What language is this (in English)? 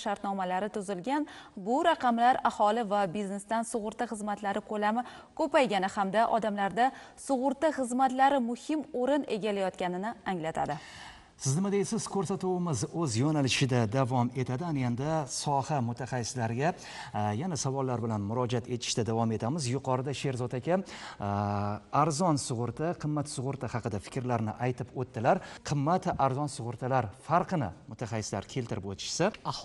Uzbek